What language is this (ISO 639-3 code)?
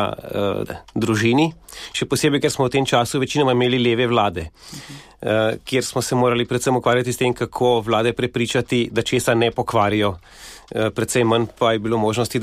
slv